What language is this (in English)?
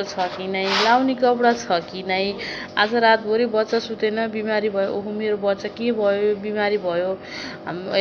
Nepali